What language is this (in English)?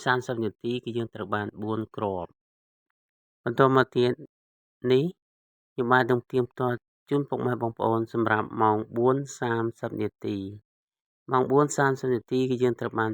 Khmer